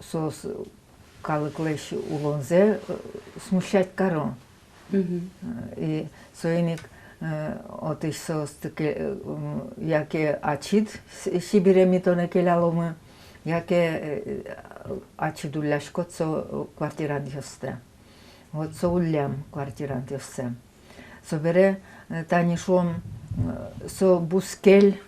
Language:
Udmurt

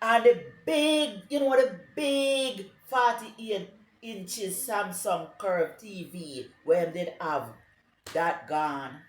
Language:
Jamaican Creole English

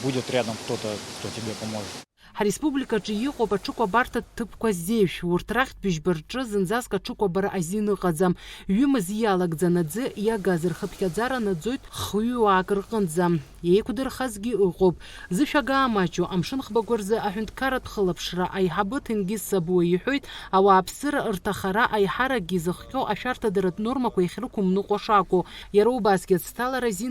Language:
Abkhazian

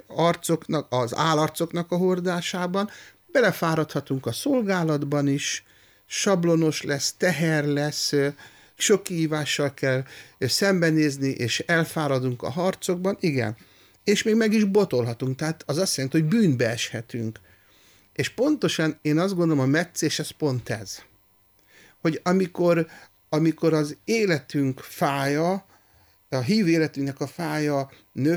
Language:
Hungarian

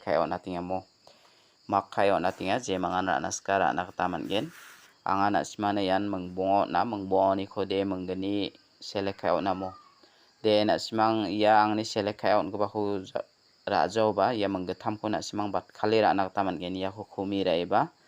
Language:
Garo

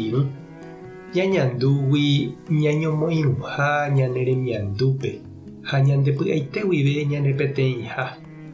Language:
Guarani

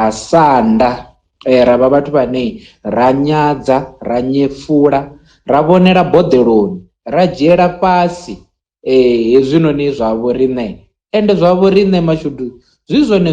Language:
Venda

